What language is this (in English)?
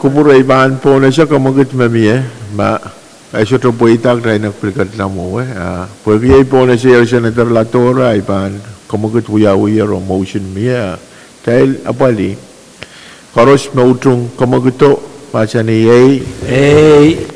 Pohnpeian